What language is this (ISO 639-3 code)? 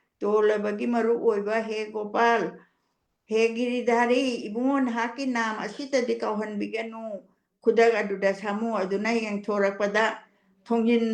mni